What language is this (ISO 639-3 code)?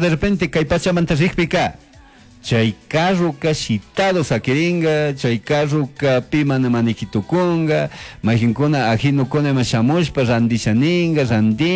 qug